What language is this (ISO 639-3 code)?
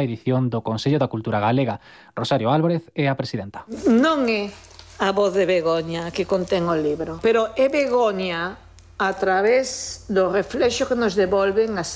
glg